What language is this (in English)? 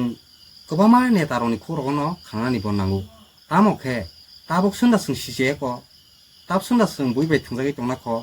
Kok Borok